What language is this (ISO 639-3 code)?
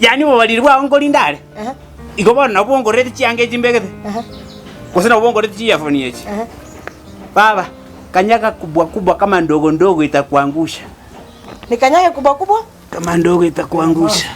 guz